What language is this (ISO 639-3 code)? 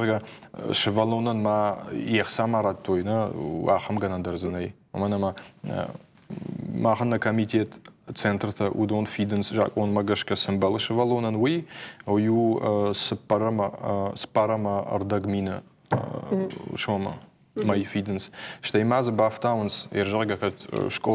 oss